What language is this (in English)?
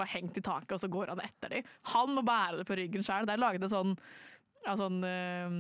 Norwegian